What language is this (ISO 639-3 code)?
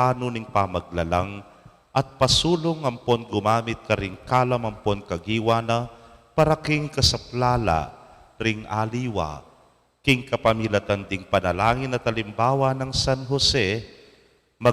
pam